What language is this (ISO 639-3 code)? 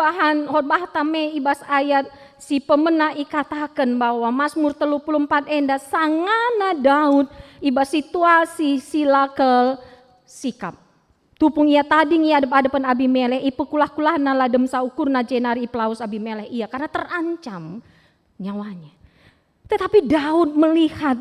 btx